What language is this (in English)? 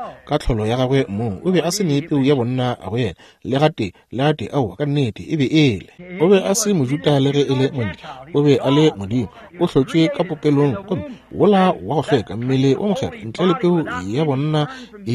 Northern Sotho